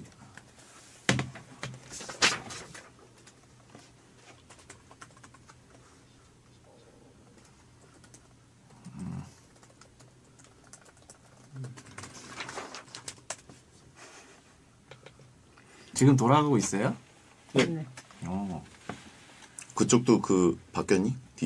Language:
Korean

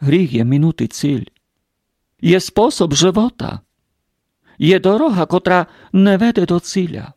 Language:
Rusyn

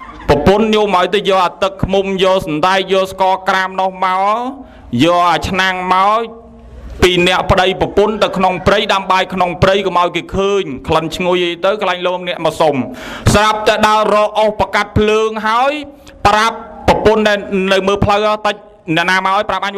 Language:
Khmer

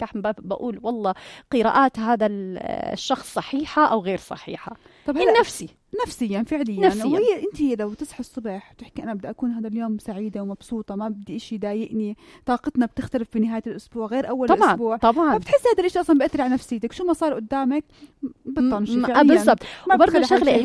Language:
North Levantine Arabic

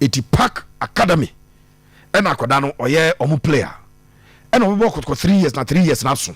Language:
Akan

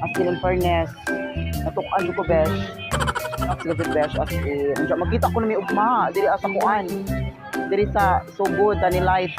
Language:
Cebuano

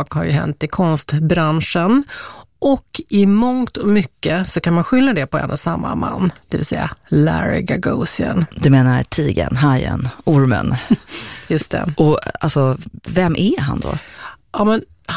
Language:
Swedish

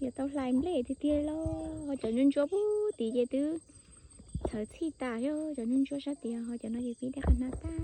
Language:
Hmong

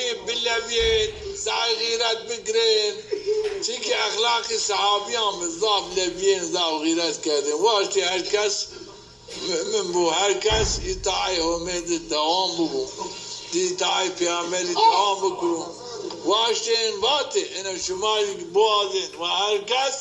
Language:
Zaza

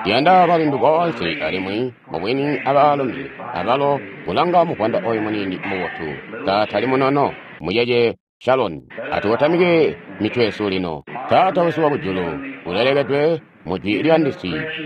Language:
Tonga (Zambia)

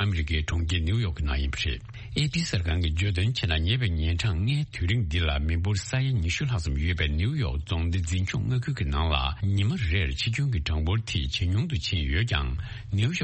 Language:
Tibetan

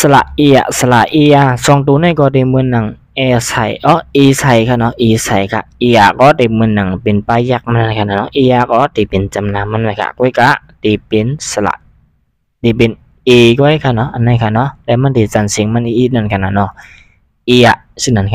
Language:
Shan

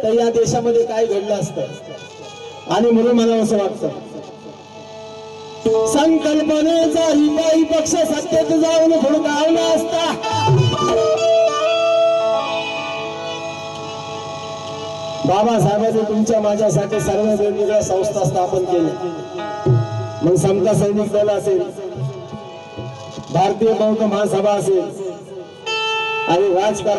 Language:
Marathi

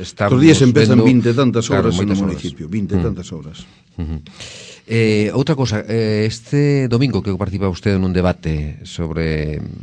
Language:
Galician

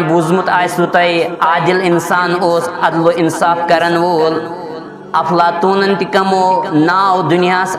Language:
Kashmiri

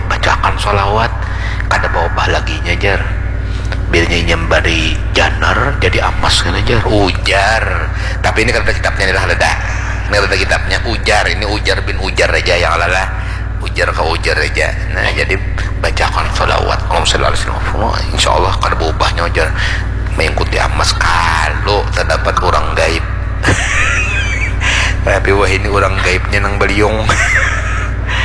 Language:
Banjar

